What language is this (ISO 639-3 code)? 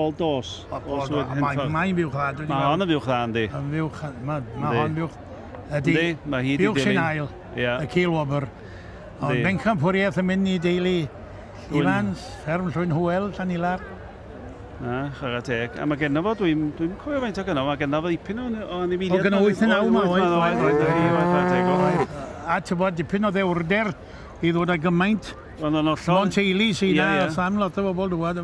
cym